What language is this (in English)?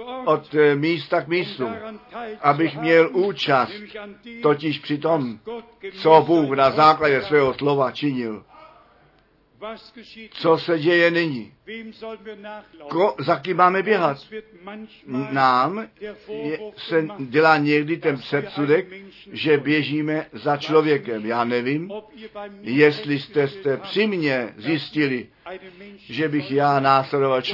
Czech